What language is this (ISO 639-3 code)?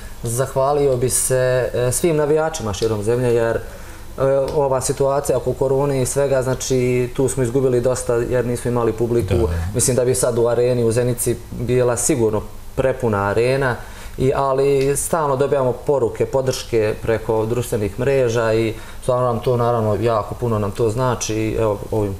bos